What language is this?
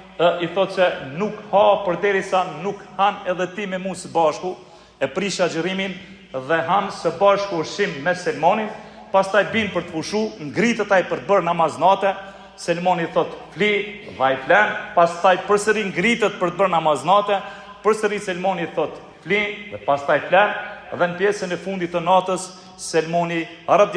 Albanian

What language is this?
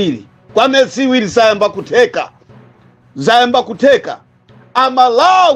Nyanja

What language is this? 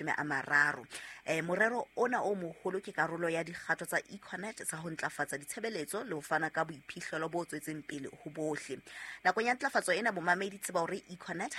Southern Sotho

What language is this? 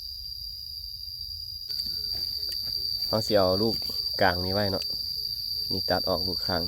Lao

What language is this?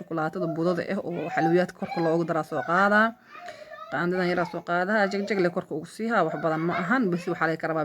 Somali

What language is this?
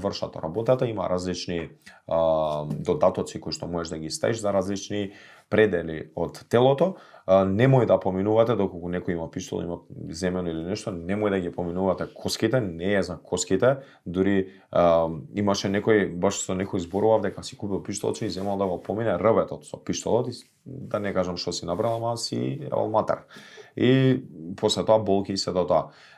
Macedonian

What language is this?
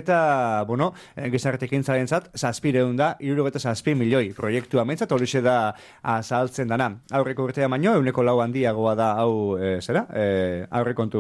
Basque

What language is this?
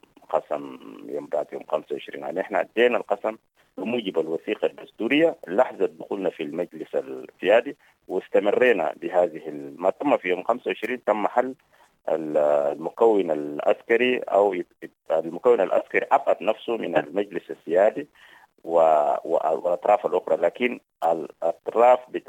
Sudanese Arabic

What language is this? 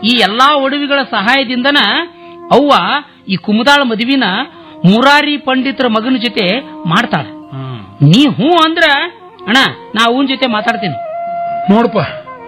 Kannada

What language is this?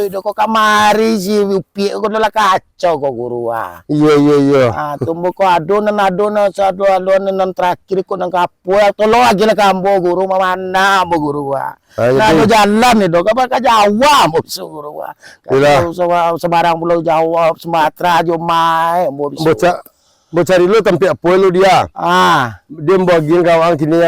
Minangkabau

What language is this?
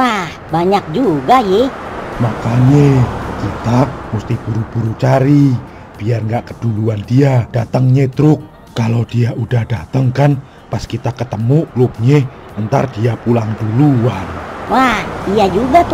Betawi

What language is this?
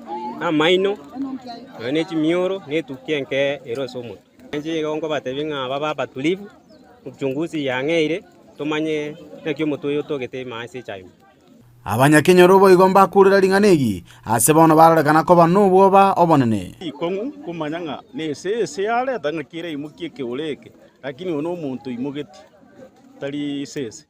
Gusii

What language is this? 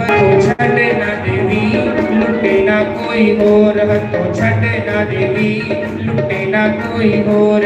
Dogri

